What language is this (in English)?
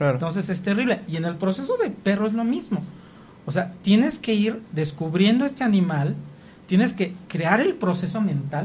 Spanish